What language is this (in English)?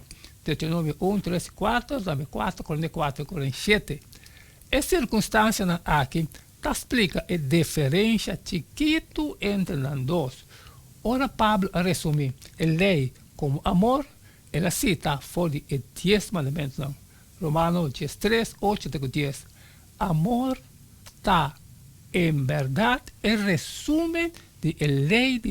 Papiamento